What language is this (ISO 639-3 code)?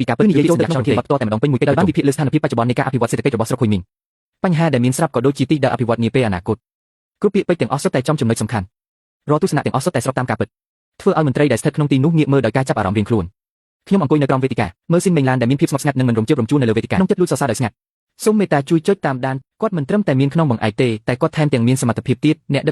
khm